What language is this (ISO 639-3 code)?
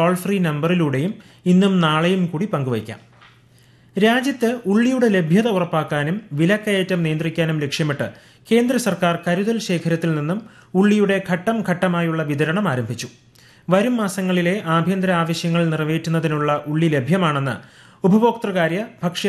mal